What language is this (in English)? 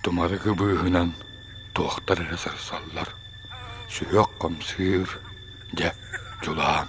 Yakut